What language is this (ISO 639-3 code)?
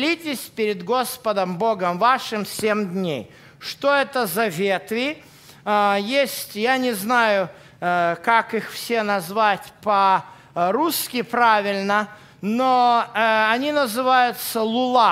rus